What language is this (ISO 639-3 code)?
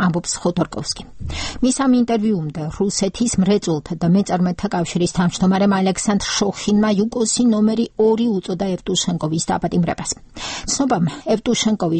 kat